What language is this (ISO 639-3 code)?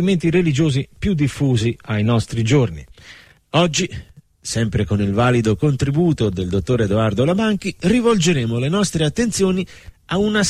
ita